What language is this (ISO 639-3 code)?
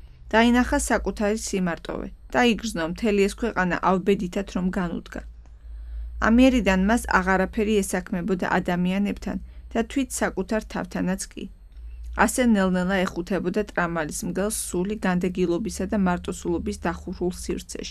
kat